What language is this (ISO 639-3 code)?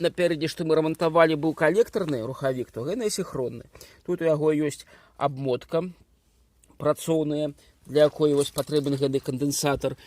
bel